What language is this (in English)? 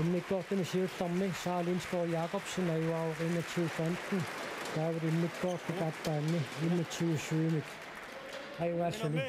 Kalaallisut